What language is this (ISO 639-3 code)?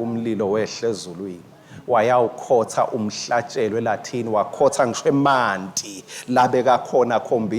ssw